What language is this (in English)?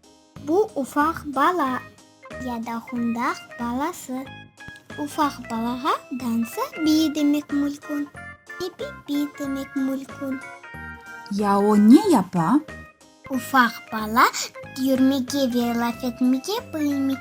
Crimean Tatar